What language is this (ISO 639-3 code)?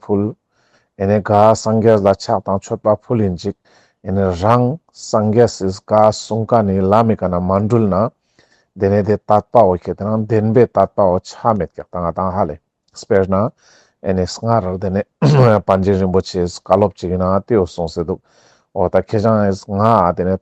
lbj